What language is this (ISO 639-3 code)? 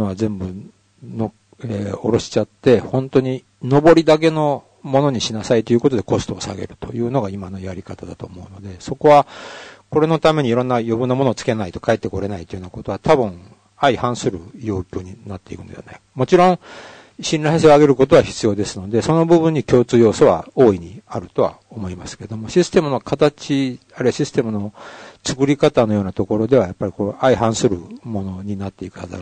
jpn